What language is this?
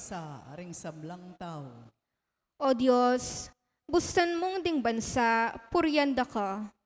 Pampanga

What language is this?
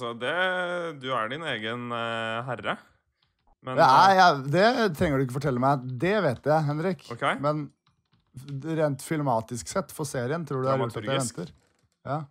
Norwegian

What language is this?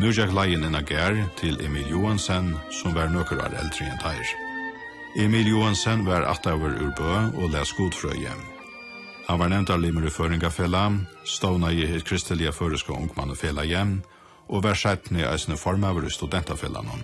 Faroese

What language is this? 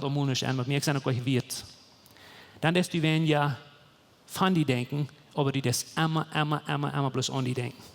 Plautdietsch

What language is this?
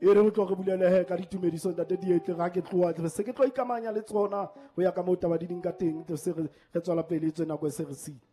Southern Sotho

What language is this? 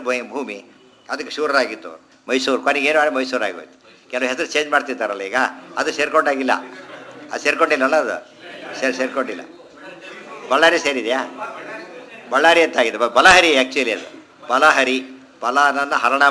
Kannada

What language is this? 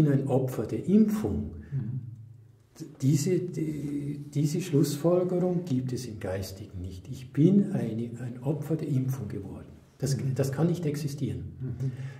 German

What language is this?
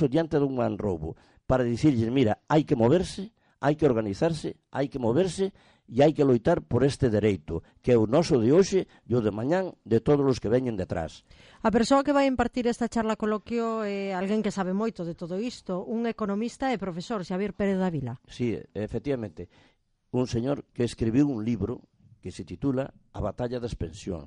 Galician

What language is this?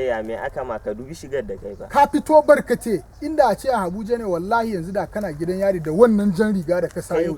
Hausa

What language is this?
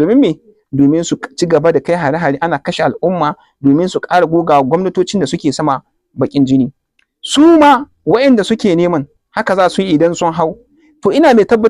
Hausa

